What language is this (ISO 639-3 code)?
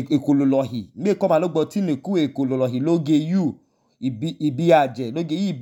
idu